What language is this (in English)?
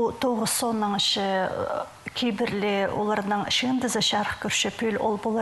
Khakas